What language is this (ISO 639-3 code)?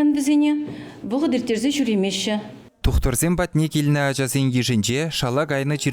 chv